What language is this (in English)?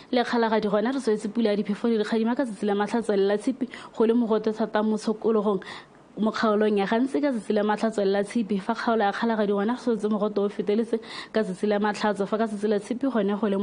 Tswana